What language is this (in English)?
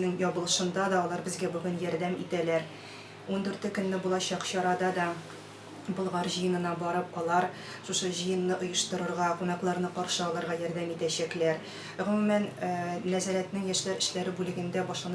Tatar